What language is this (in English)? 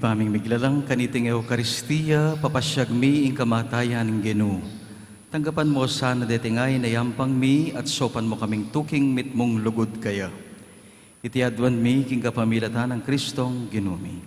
Pampanga